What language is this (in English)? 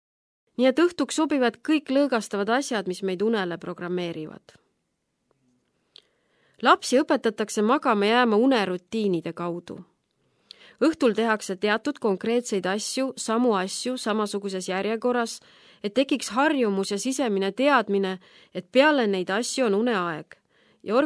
Estonian